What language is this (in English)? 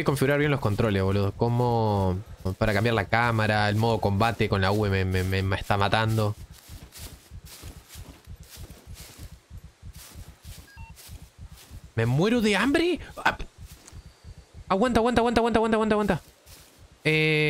Spanish